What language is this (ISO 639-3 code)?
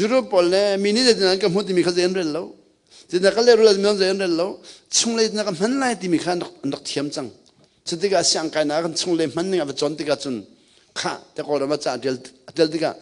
cnh